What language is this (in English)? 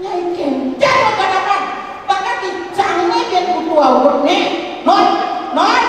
Balinese